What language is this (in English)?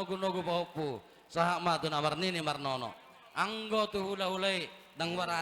Batak Toba